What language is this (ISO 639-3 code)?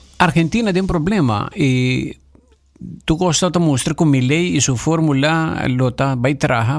pap